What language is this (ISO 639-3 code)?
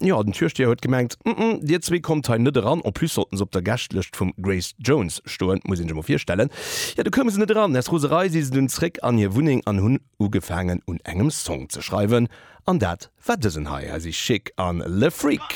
ltz